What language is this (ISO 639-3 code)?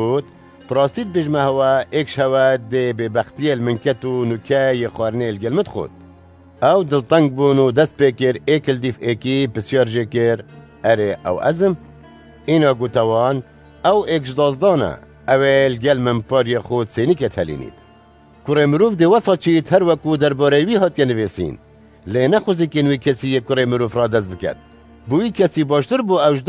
kur